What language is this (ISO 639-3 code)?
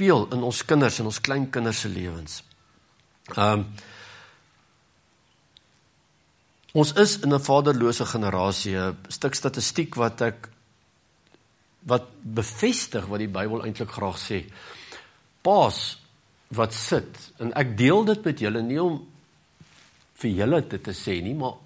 afr